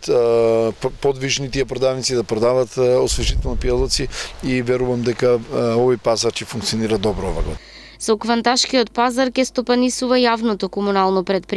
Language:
Macedonian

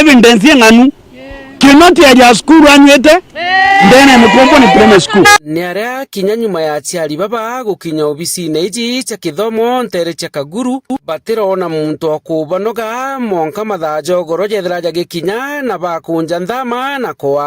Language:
Meru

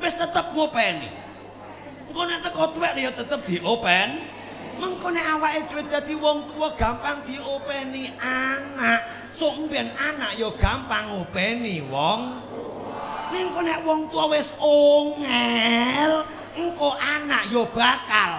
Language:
Javanese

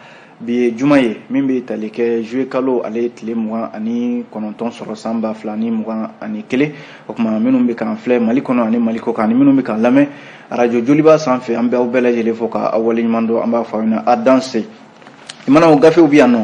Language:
Bambara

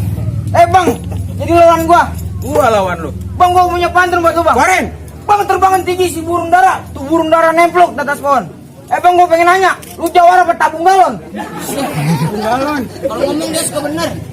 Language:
Betawi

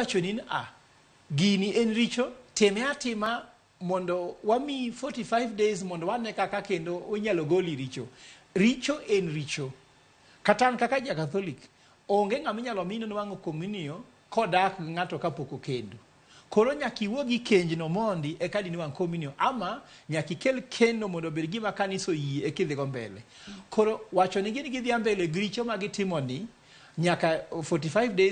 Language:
Luo (Kenya and Tanzania)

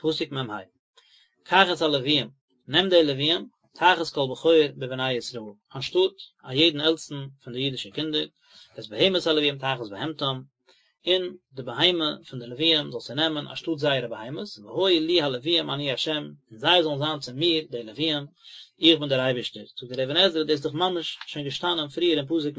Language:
Yiddish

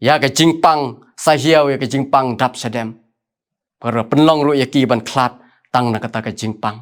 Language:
Khasi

